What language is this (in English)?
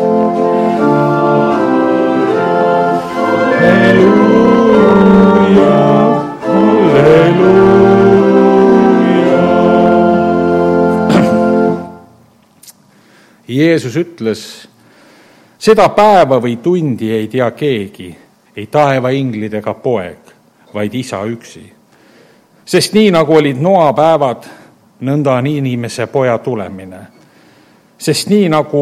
Estonian